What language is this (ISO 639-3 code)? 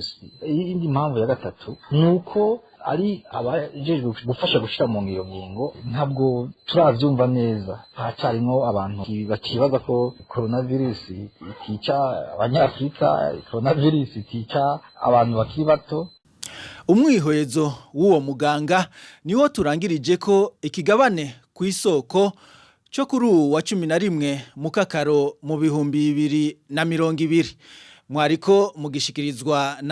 run